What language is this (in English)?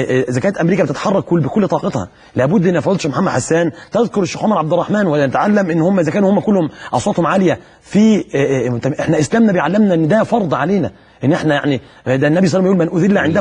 Egyptian Arabic